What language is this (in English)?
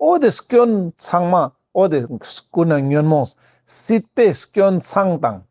Ladakhi